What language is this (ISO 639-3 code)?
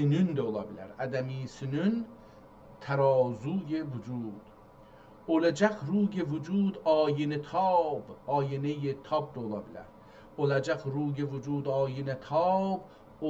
azb